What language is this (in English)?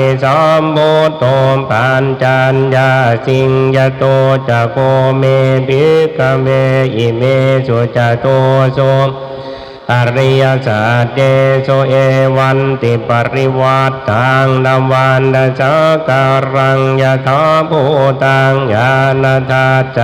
Pali